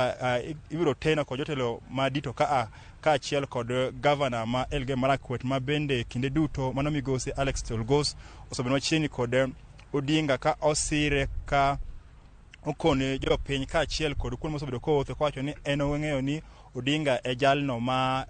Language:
Luo (Kenya and Tanzania)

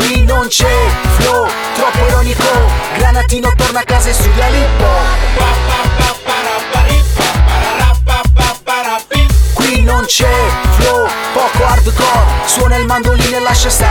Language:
Italian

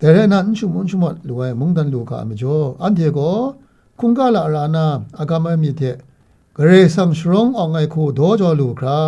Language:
Kachin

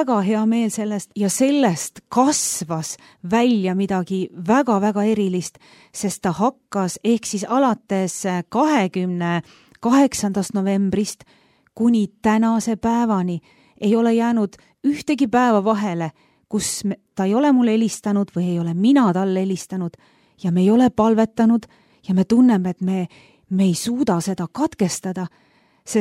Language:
Estonian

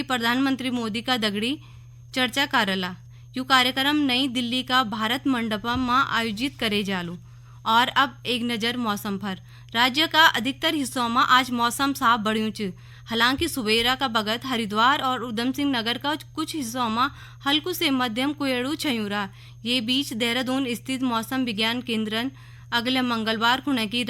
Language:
Garhwali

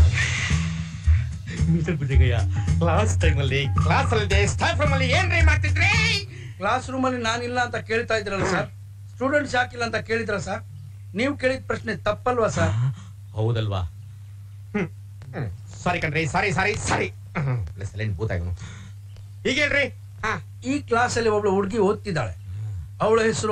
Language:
Kannada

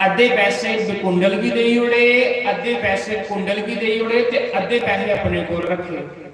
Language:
Dogri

